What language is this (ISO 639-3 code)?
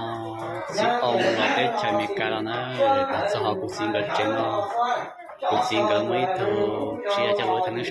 hmn